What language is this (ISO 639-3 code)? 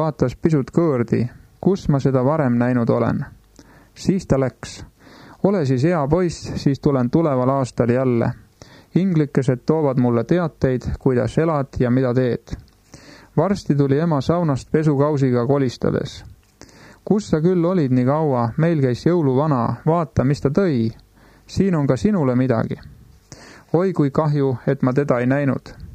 est